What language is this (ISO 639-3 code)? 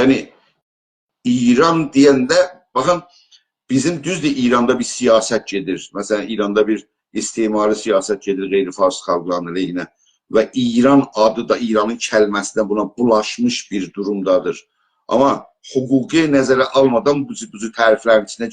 azb